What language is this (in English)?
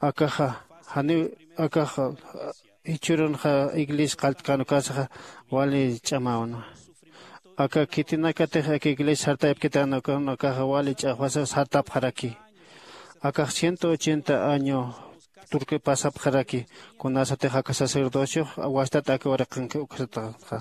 Aymara